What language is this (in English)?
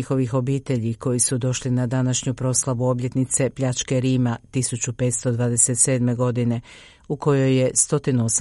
Croatian